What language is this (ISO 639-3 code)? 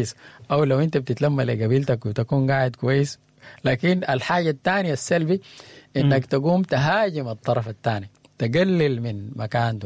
apd